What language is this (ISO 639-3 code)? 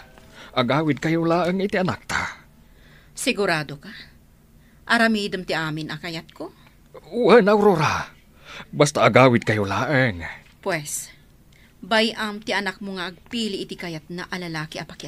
ilo